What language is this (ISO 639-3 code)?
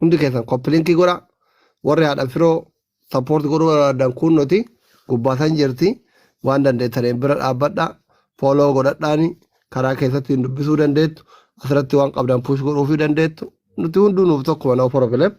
orm